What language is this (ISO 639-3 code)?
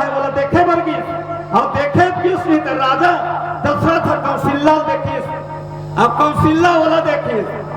hne